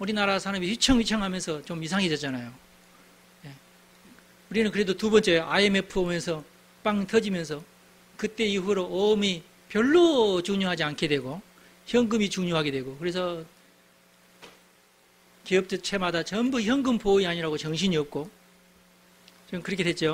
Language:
Korean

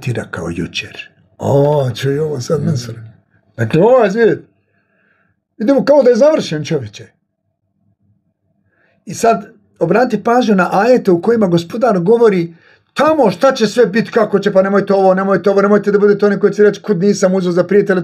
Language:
Bosnian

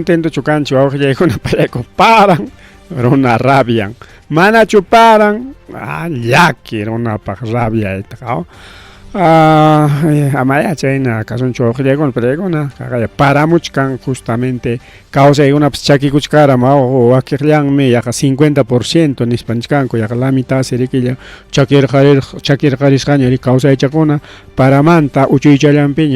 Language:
Ayacucho Quechua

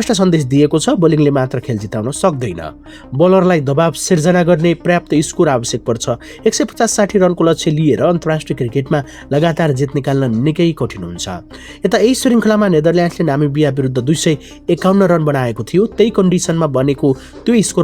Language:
Nepali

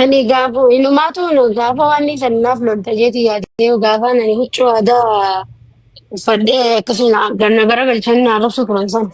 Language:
Oromo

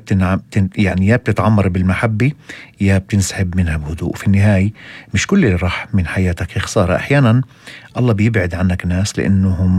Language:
North Levantine Arabic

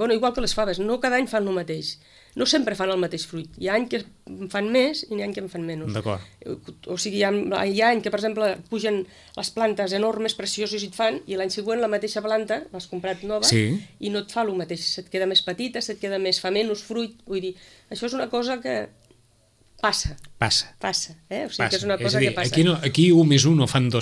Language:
Catalan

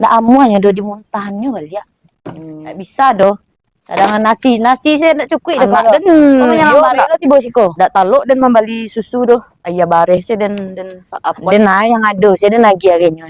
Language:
Minangkabau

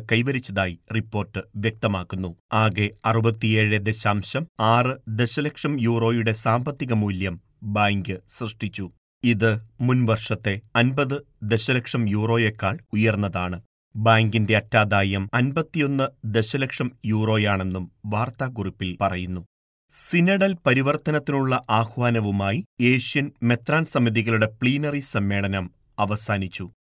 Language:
Malayalam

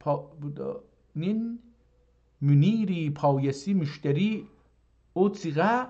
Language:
South Azerbaijani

